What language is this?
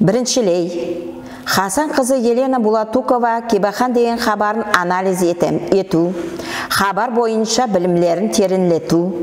Nogai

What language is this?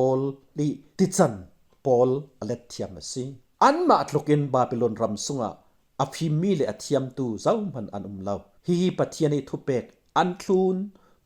Falam Chin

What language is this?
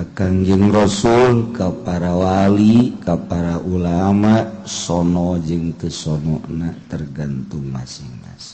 Sundanese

